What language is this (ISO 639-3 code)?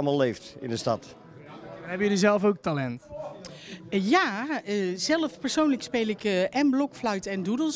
nld